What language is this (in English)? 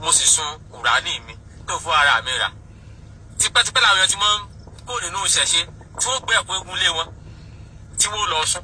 Yoruba